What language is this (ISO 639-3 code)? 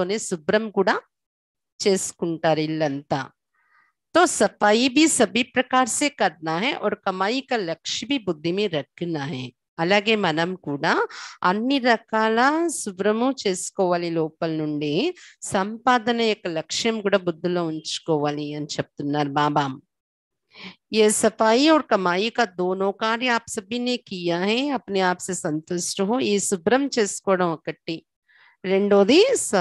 tel